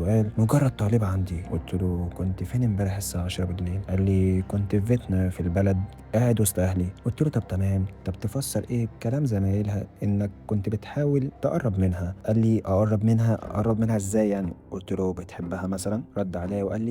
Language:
Egyptian Arabic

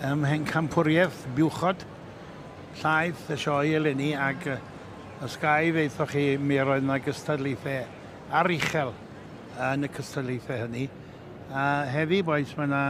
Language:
Welsh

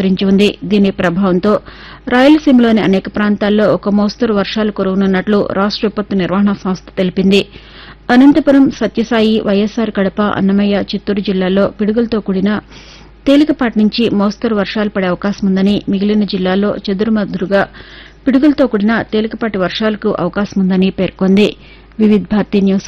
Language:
Telugu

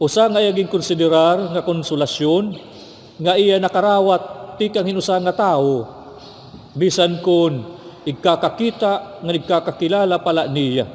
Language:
Waray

